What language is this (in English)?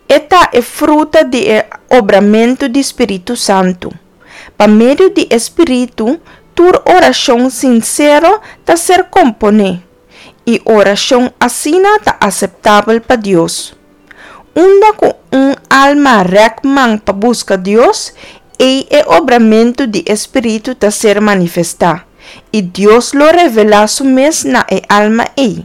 Papiamento